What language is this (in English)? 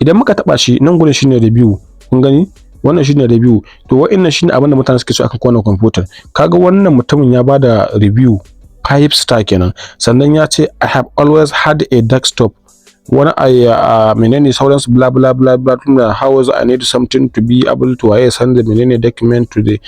Hausa